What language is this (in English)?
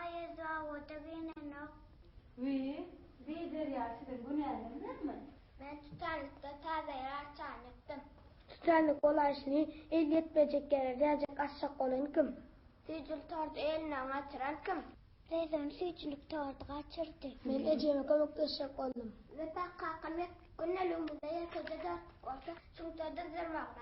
Turkmen